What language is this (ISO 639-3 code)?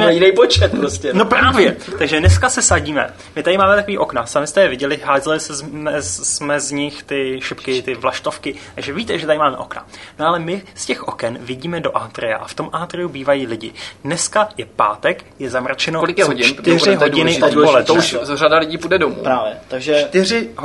ces